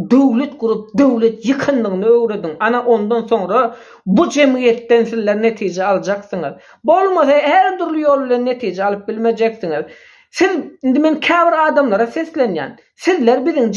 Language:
Turkmen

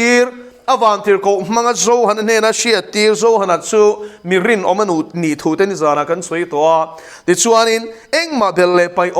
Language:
Mizo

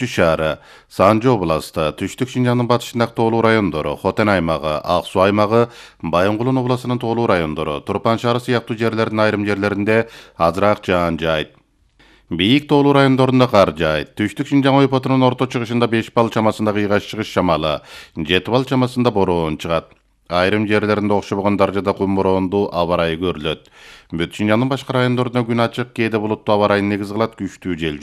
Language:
Kyrgyz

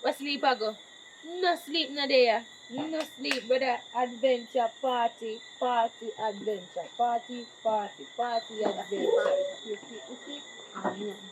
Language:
Jamaican Creole English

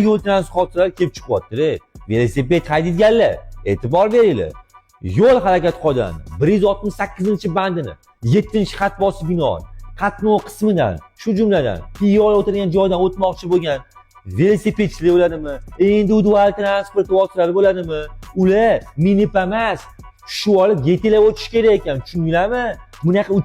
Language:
Uzbek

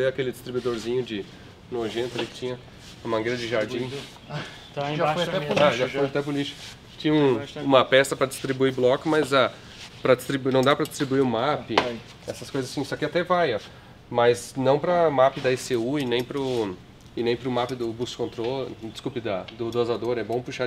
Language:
Portuguese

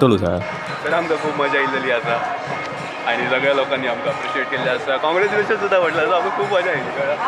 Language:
Konkani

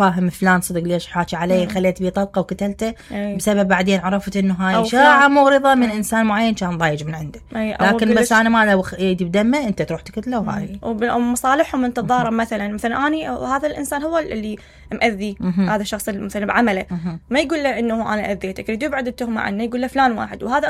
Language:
Mesopotamian Arabic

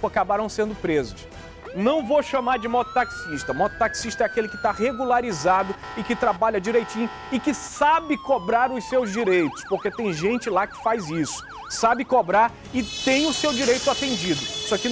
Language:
Portuguese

